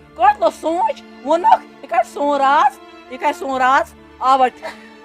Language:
Kashmiri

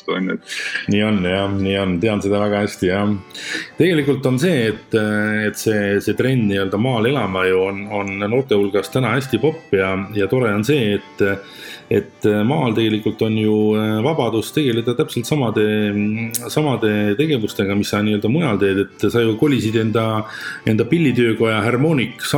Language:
Estonian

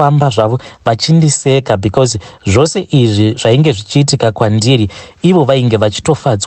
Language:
Shona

